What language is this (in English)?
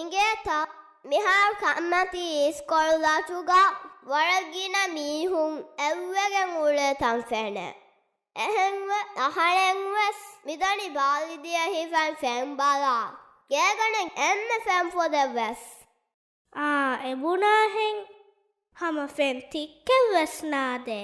Divehi